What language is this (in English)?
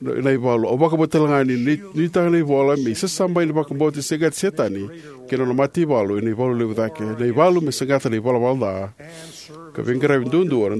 Fijian